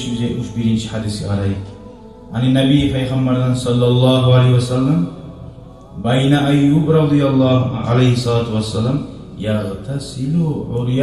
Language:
Kumyk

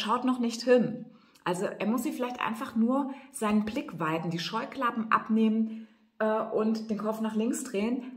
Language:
German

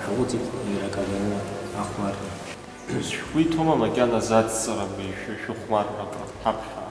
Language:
Abkhazian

